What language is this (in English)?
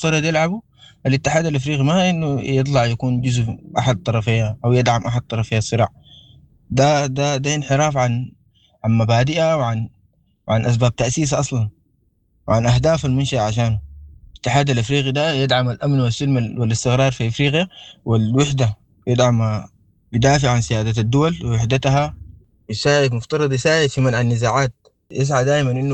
Sudanese Arabic